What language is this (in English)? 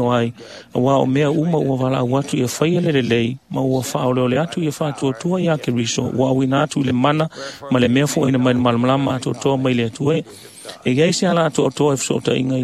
Samoan